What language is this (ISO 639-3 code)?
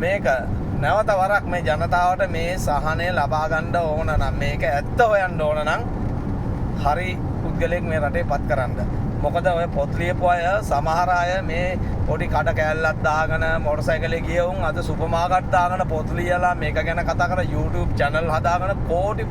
sin